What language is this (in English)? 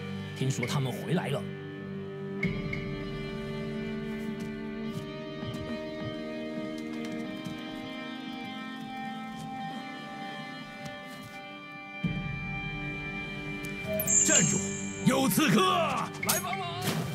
Chinese